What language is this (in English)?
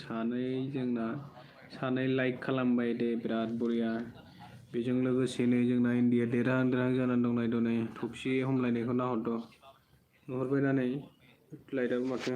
Bodo